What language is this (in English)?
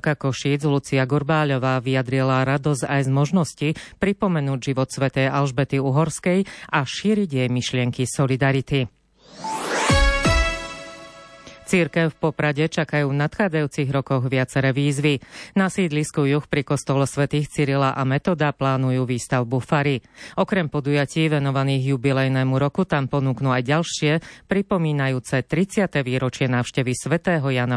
Slovak